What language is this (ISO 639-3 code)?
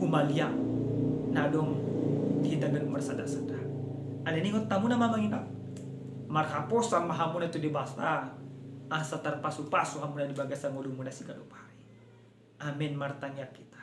bbc